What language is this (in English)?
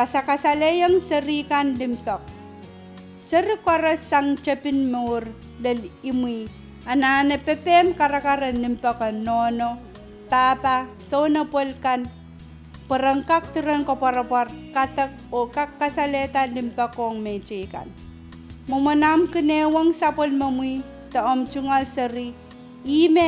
Pohnpeian